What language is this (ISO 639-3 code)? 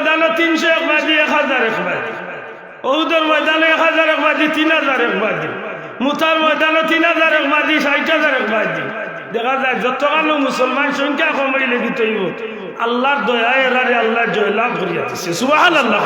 syl